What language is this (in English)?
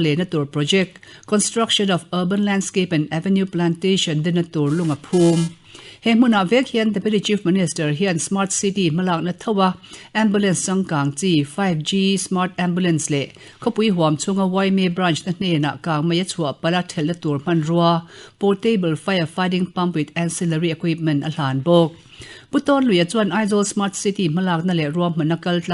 Mizo